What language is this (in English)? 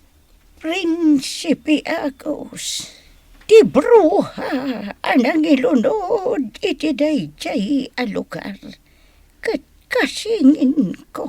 Iloko